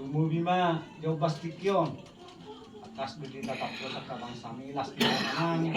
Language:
Batak Toba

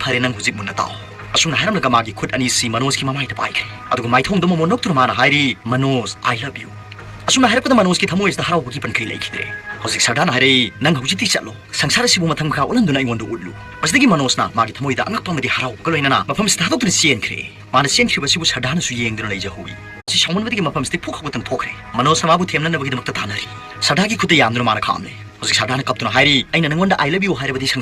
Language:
Manipuri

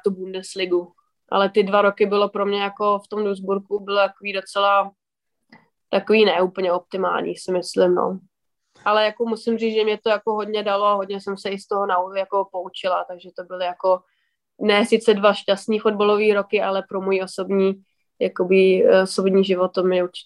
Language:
Czech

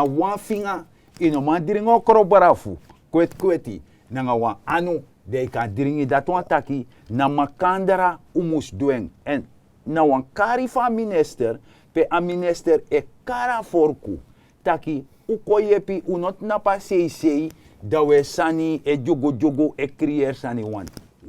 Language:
Sranan Tongo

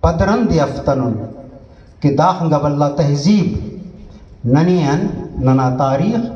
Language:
Brahui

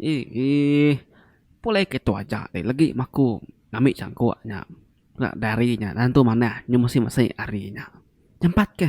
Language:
Iban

